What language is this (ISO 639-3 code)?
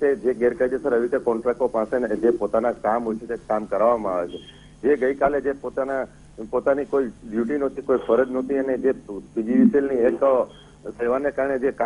guj